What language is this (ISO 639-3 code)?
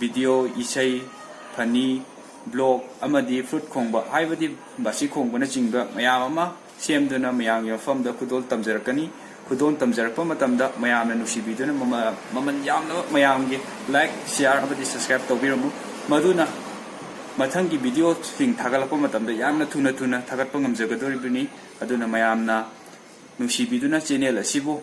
mni